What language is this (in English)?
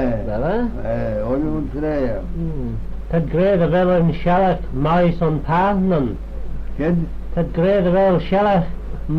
Manx